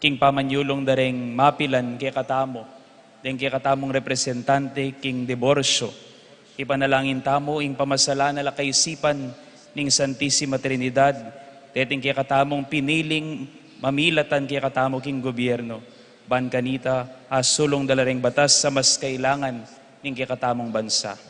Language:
Pampanga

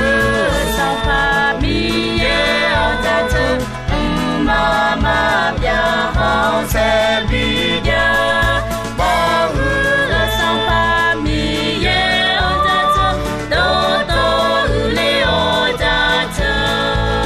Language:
Akha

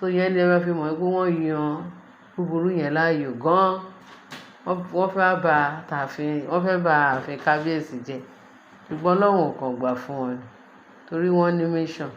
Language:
Yoruba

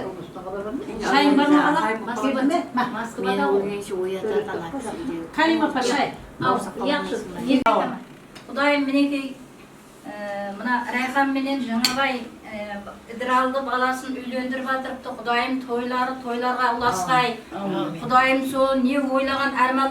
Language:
Kara-Kalpak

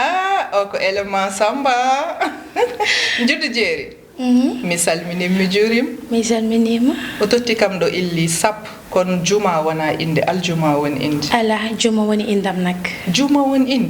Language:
Fula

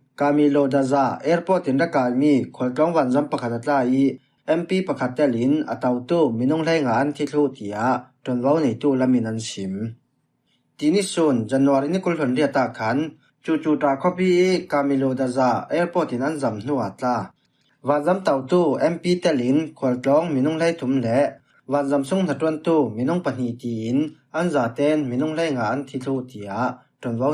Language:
Falam Chin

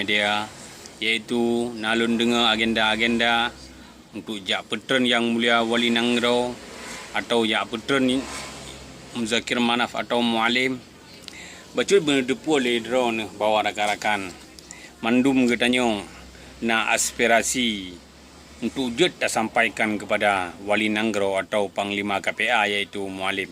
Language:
Achinese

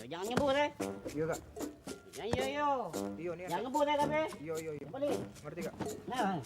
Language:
Musi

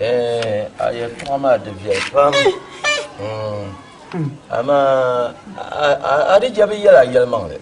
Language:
Dagbani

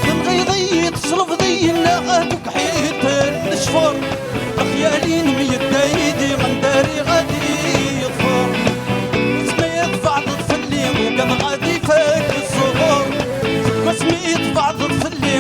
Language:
Kabyle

